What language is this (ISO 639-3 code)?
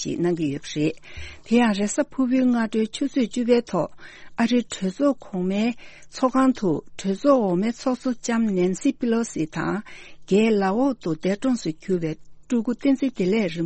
bod